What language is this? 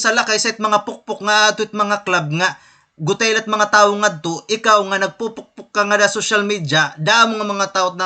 Waray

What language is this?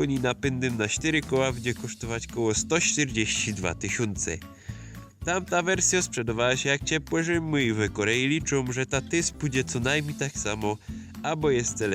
Silesian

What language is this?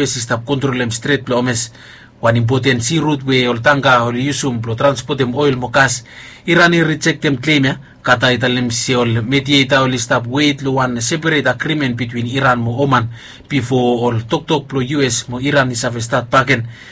Bislama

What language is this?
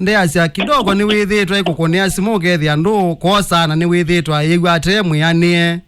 Kamba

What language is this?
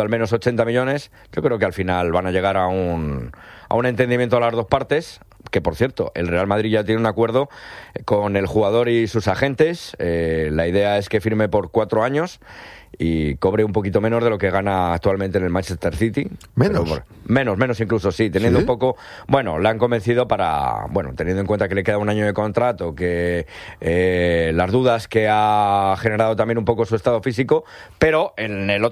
Spanish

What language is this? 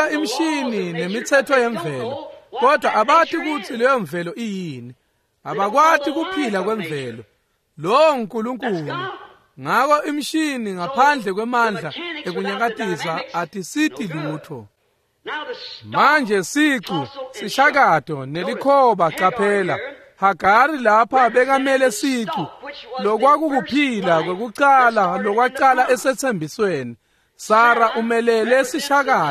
Swati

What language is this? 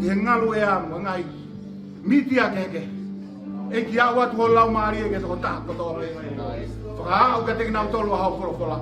Tongan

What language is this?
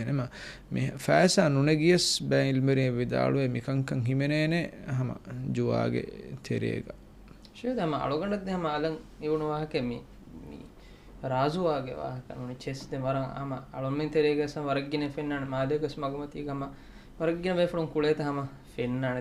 Divehi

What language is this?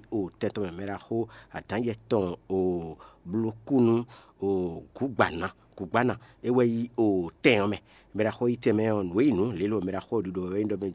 Fon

